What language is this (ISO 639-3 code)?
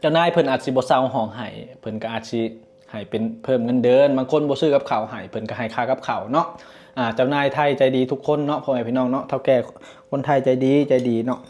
lao